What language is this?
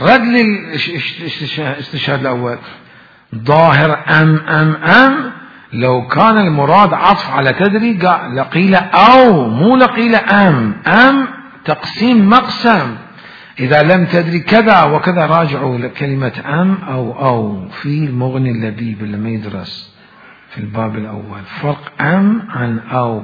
Mesopotamian Arabic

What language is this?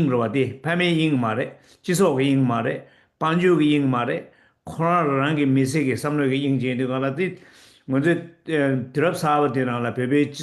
Tibetan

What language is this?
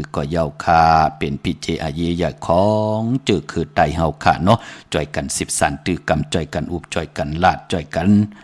Shan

